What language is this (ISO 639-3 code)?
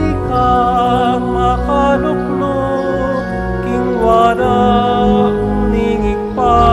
pam